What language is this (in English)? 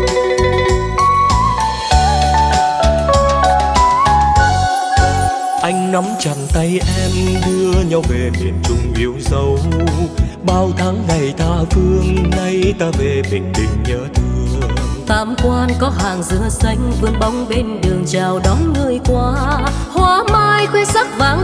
Vietnamese